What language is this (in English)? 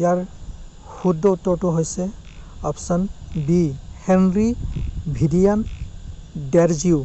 Assamese